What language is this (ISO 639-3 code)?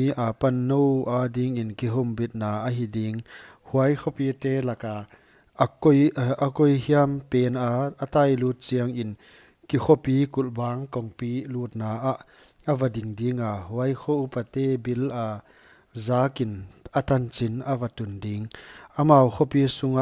pck